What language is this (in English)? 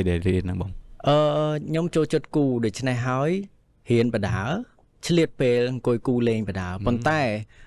Khmer